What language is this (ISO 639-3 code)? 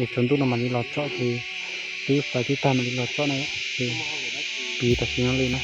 hmn